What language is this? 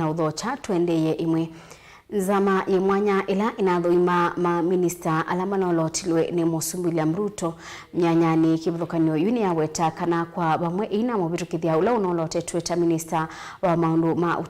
Kamba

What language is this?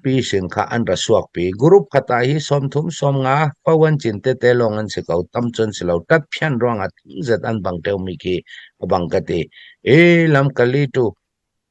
Falam Chin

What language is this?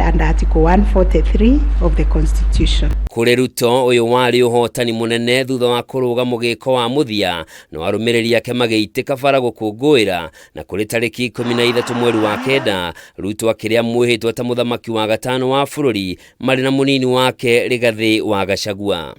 Kikuyu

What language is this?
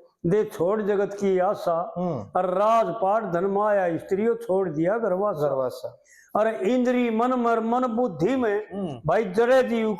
Haryanvi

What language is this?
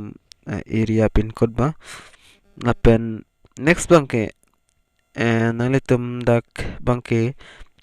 Karbi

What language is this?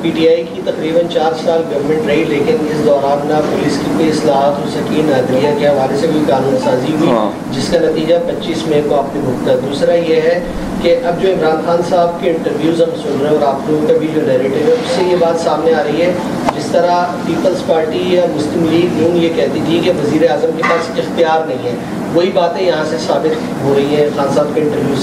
Urdu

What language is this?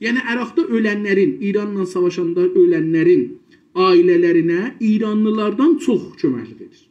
South Azerbaijani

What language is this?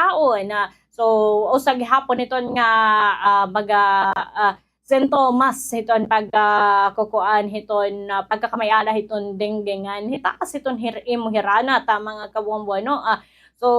Waray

